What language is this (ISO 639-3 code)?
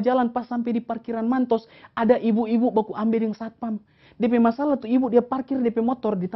xmm